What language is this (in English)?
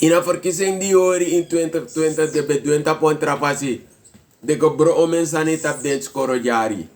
Sranan Tongo